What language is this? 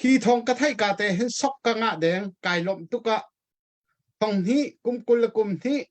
Hakha Chin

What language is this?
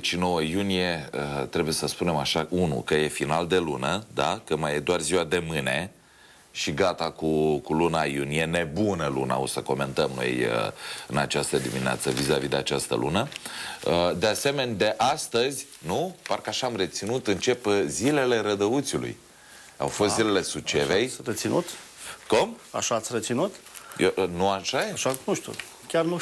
Romanian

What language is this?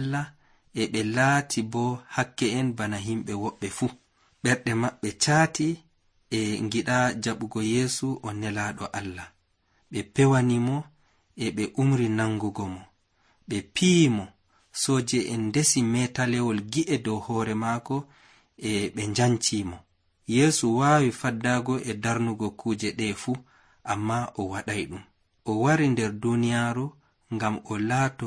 Nigerian Fulfulde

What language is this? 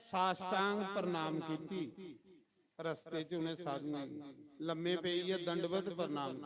Dogri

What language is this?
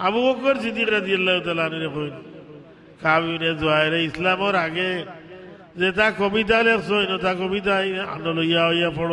Sylheti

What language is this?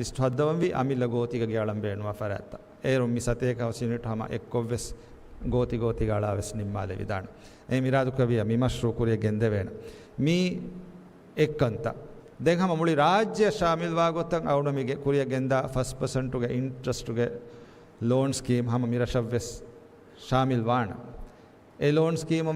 Divehi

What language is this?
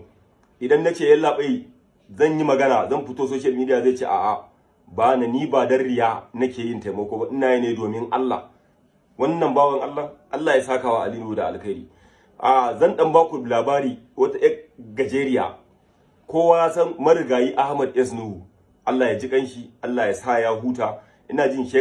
Hausa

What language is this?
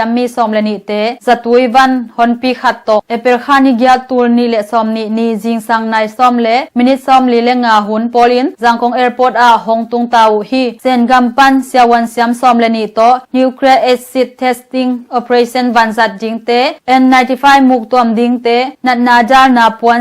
Tedim Chin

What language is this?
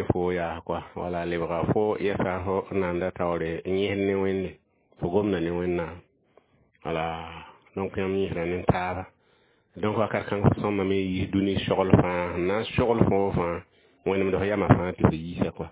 Mossi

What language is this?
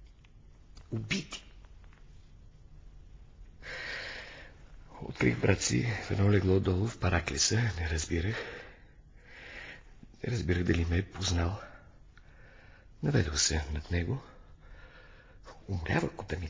Bulgarian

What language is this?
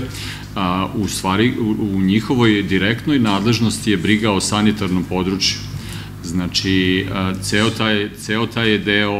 Serbian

